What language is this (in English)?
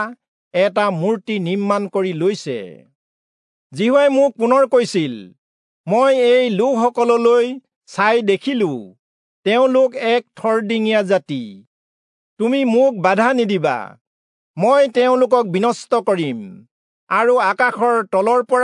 Assamese